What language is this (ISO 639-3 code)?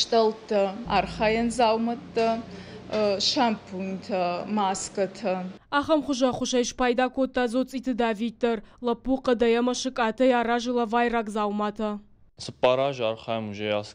oss